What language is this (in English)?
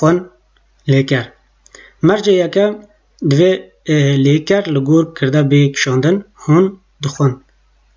Kurdish